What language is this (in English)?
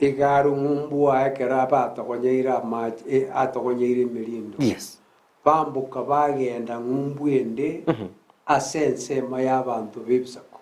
Gusii